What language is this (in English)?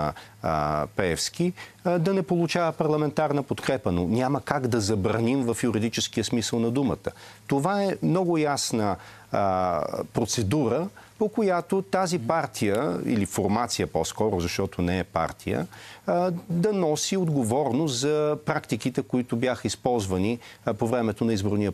Bulgarian